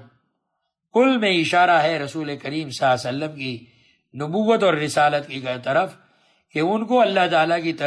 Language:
Urdu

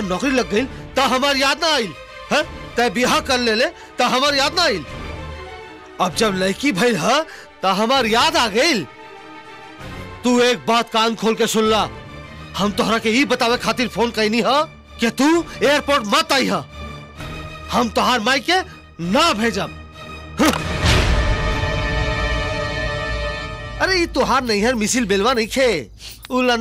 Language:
Bhojpuri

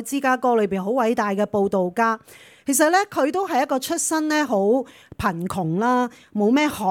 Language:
Cantonese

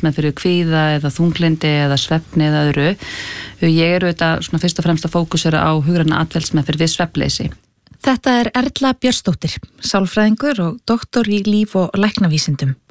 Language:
Icelandic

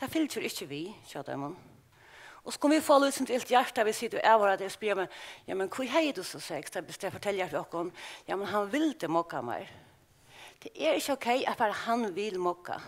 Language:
Faroese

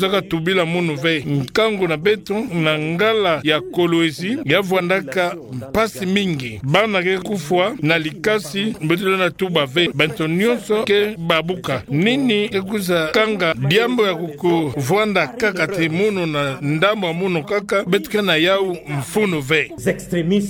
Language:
Kituba (Democratic Republic of Congo)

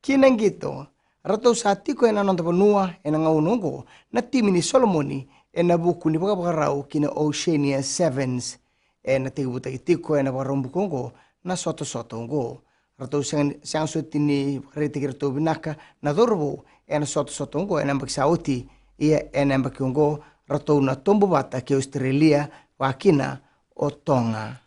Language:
Fijian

